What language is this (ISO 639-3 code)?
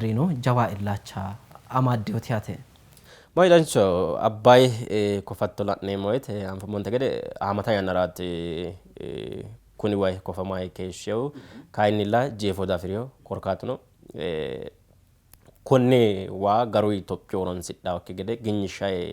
sid